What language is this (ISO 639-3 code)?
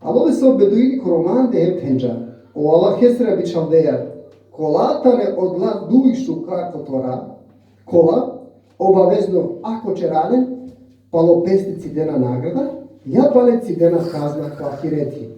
rmn